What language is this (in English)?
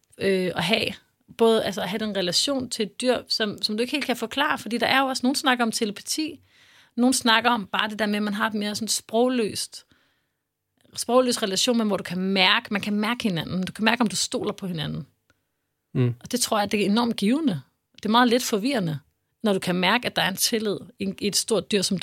Danish